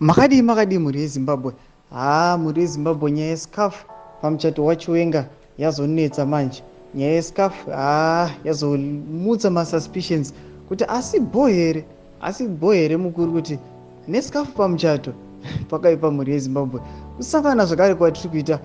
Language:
Shona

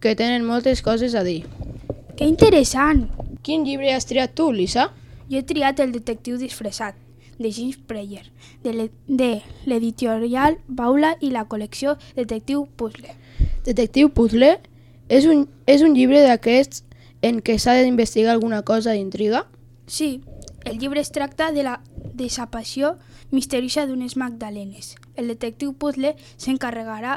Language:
Catalan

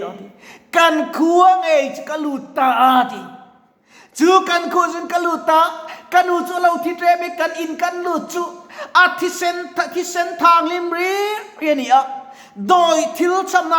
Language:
Mizo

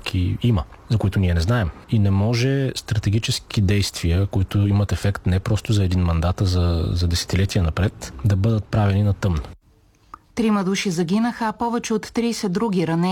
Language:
Bulgarian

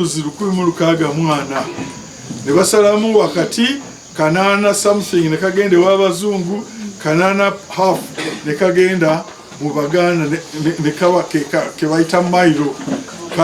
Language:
Ganda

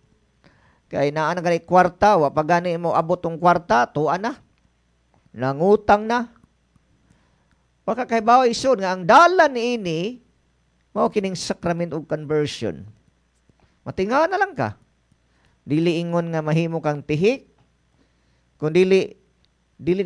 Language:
Cebuano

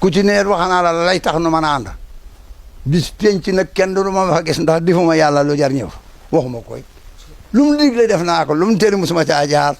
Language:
Wolof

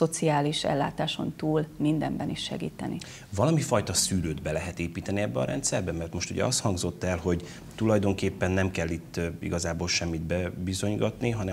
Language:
Hungarian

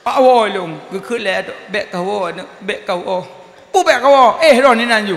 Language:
Achinese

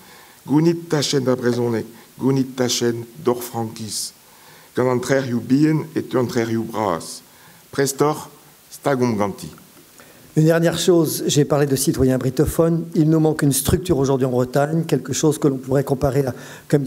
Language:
Breton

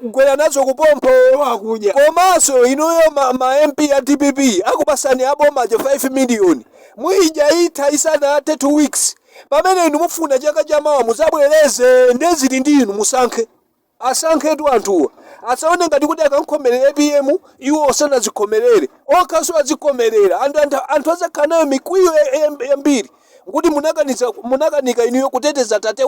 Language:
Nyanja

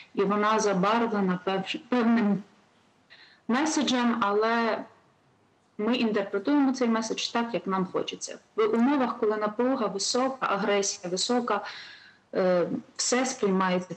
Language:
Ukrainian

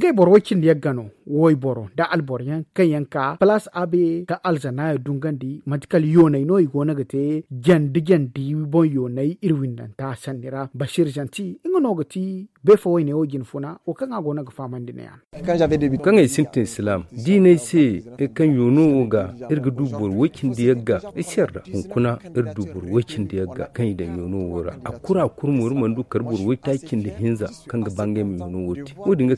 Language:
Zarma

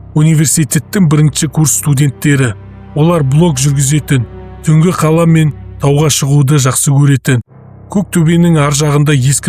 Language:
Kazakh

